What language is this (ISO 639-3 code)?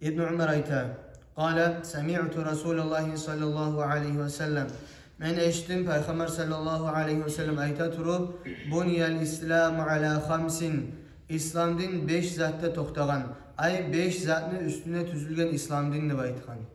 kum